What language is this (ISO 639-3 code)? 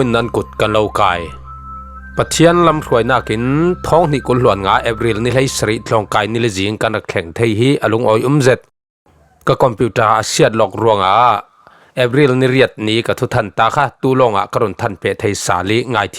cfm